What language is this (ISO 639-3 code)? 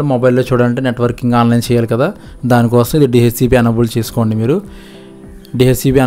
tel